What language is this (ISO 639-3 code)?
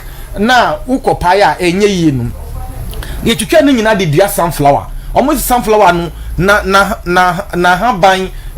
aka